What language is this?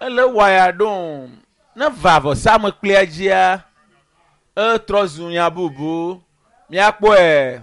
Ewe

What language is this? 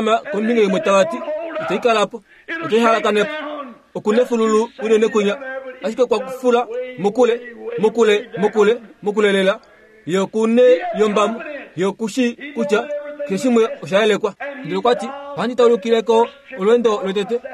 Kuanyama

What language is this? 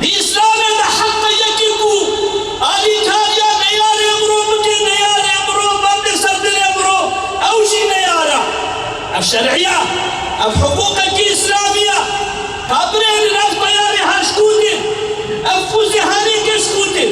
Kurdish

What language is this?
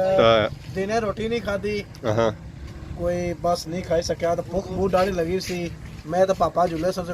Pahari-Potwari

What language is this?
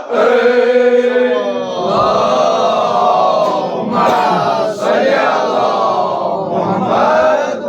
Kashmiri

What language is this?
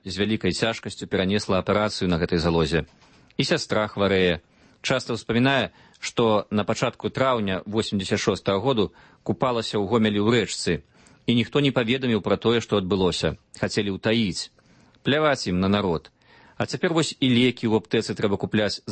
Belarusian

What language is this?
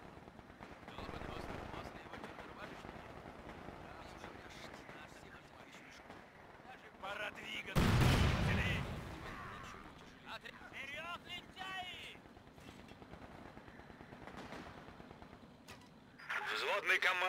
Russian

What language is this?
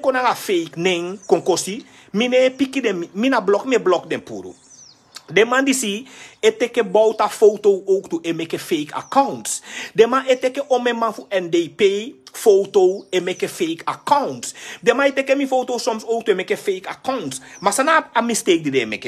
Sranan Tongo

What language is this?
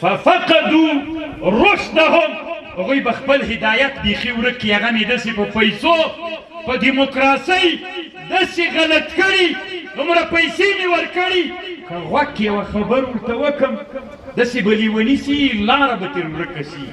Pashto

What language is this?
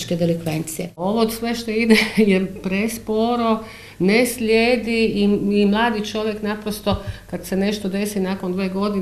Croatian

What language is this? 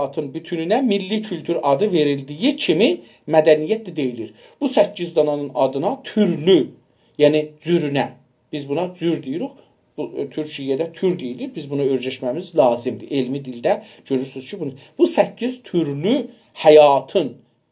South Azerbaijani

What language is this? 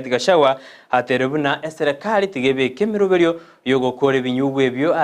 Gusii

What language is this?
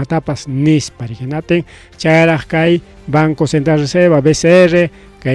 Ayacucho Quechua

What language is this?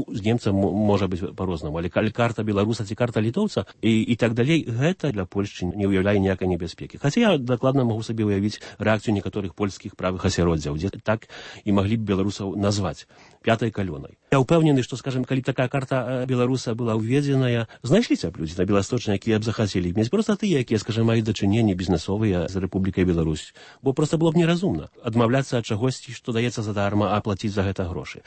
Belarusian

